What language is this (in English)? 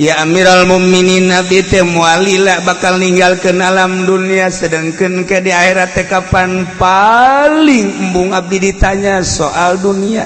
Sundanese